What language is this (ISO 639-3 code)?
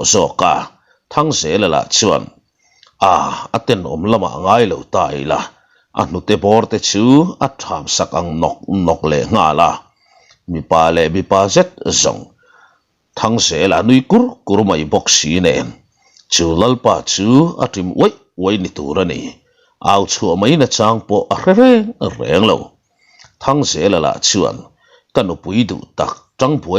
lus